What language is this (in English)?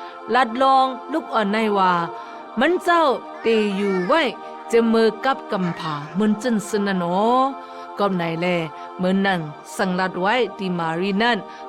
Shan